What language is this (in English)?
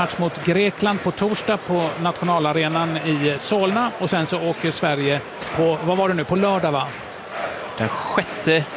Swedish